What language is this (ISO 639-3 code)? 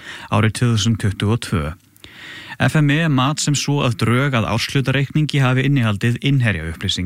isl